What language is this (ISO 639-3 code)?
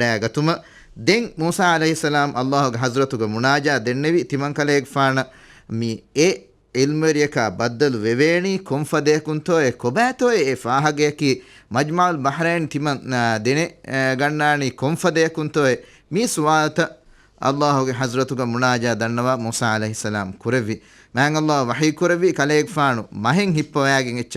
div